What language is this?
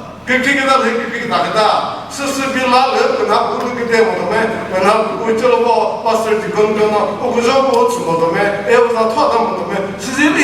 Chokri Naga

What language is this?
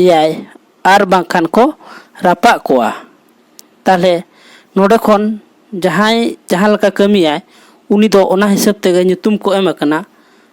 Santali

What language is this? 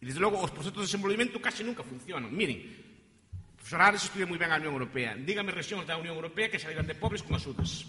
Galician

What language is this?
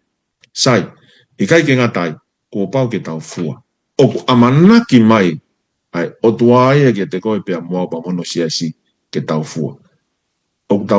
Tongan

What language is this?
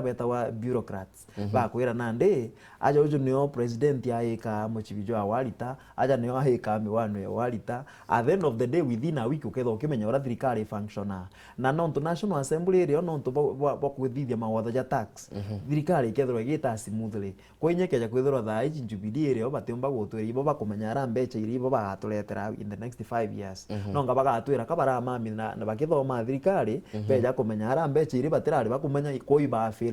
Meru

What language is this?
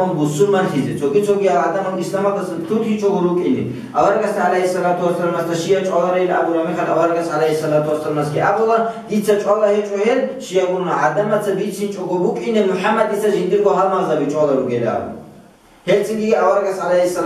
Avaric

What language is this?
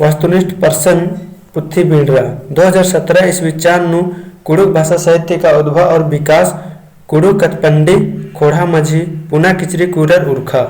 Kurukh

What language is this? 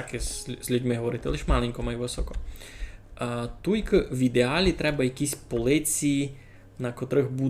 Rusyn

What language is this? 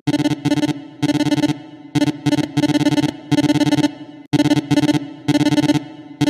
Japanese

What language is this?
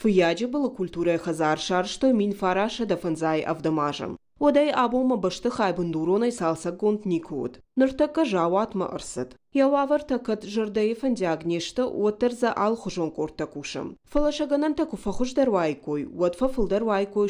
Ossetic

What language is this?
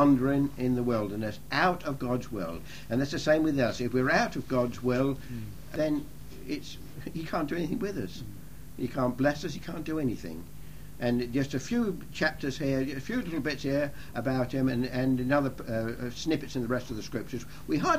English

